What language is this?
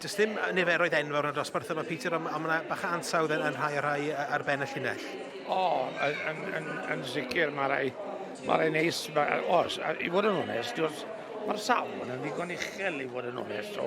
Welsh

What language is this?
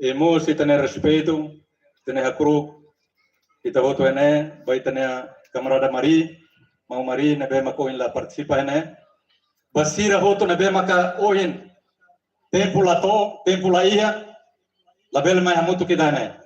Tetum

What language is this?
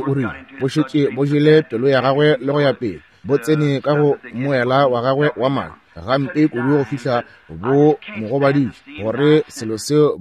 Northern Sotho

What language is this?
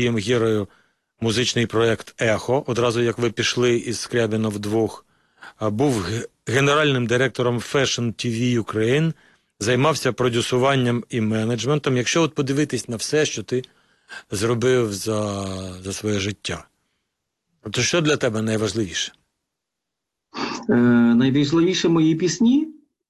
Ukrainian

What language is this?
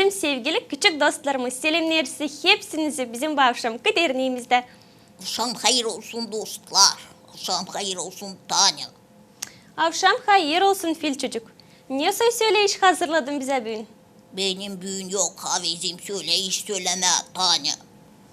Gagauz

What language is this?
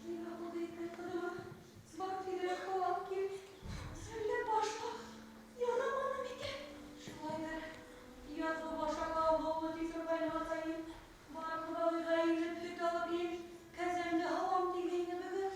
Bashkir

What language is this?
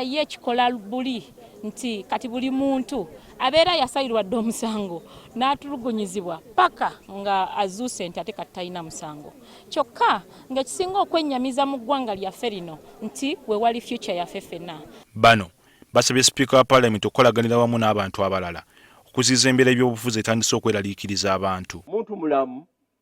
Ganda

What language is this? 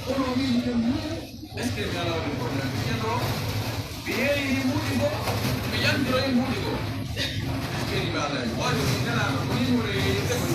Pular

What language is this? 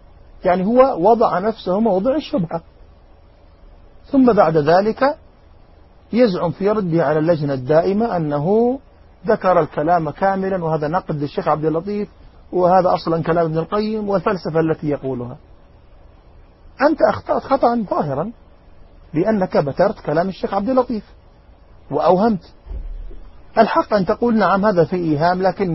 Arabic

